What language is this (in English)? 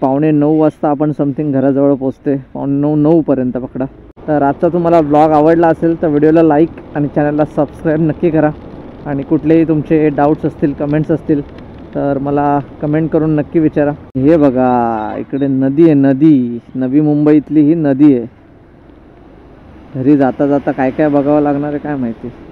Marathi